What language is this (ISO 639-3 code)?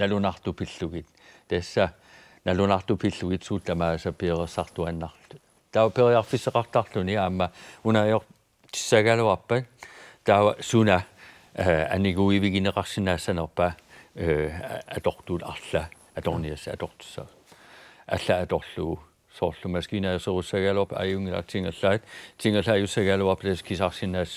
kal